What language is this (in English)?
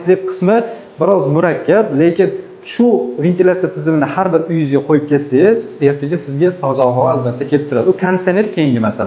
Uzbek